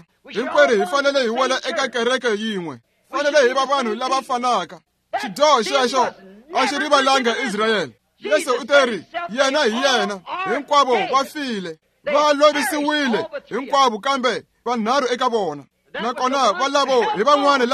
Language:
Tsonga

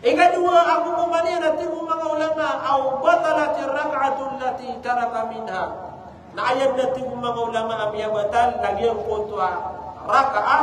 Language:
Maranao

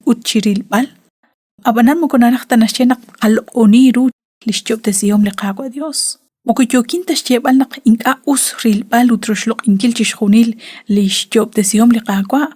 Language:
Kekchí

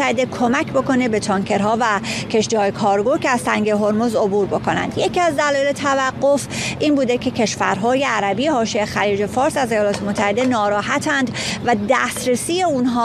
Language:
Persian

